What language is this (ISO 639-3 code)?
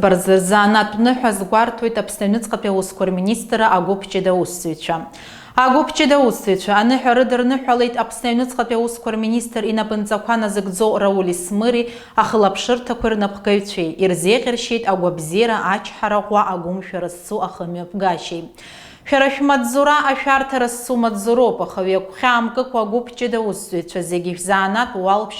abk